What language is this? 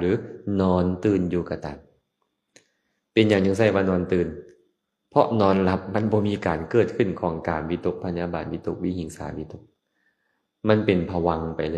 Lao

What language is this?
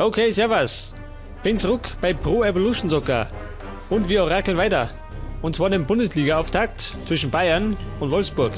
Bavarian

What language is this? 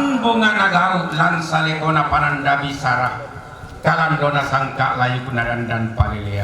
Toraja-Sa'dan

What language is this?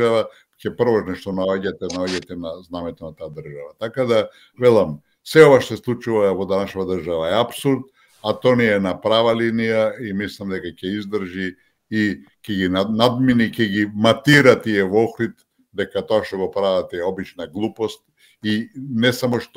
Macedonian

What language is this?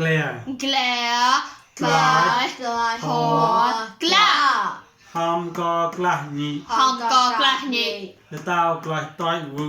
Mon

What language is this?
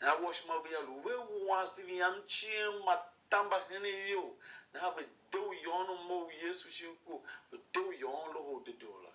Tiv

